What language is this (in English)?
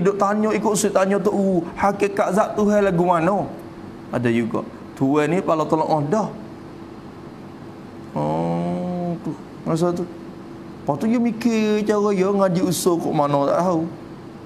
Malay